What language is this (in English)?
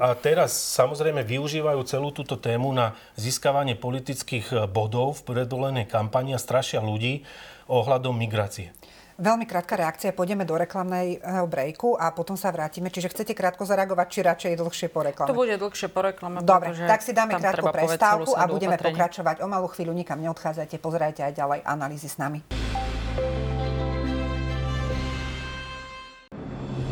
Slovak